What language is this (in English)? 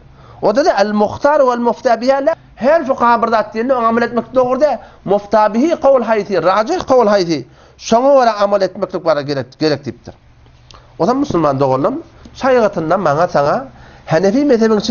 Turkmen